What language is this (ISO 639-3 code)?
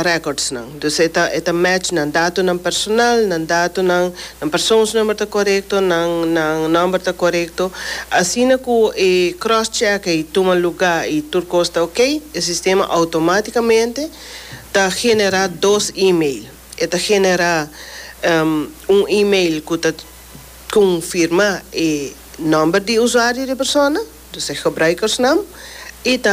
pap